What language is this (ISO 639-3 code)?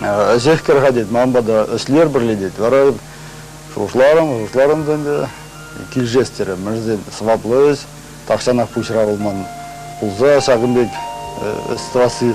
chv